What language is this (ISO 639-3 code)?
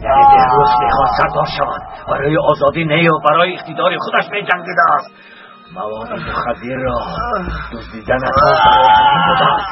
tgk